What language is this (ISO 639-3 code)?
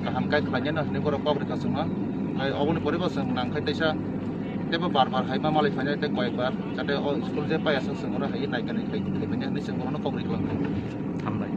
trp